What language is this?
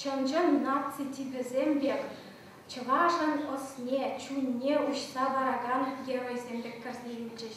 Chuvash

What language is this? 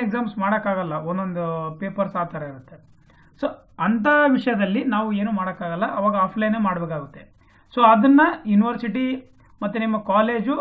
Kannada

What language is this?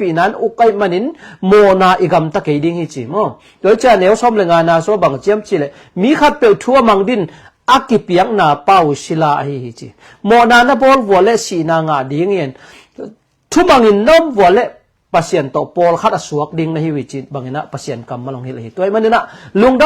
Tedim Chin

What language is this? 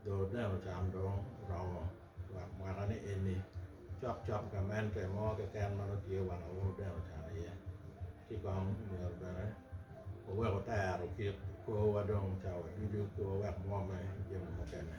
Acoli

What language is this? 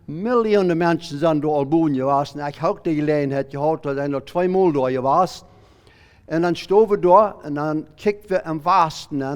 Plautdietsch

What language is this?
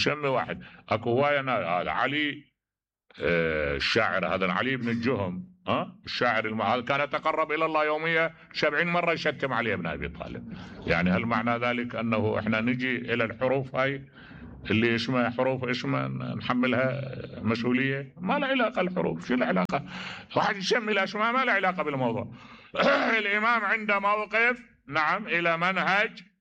Mesopotamian Arabic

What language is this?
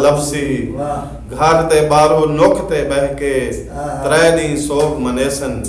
Saraiki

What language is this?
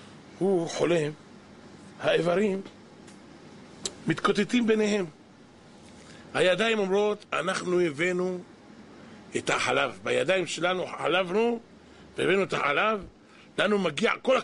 Hebrew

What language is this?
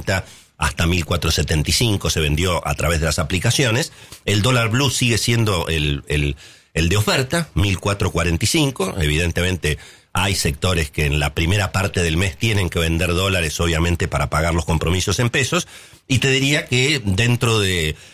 Spanish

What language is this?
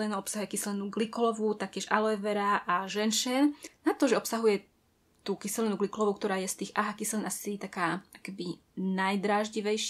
Slovak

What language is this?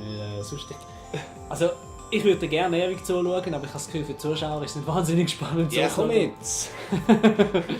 Swiss German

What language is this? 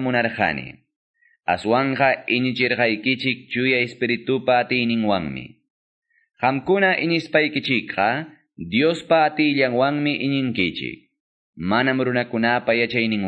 Quechua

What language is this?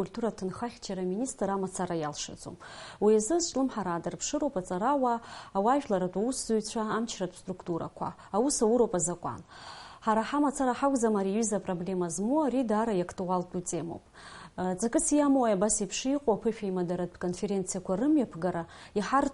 Abkhazian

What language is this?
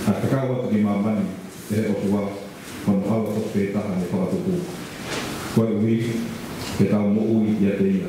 Tongan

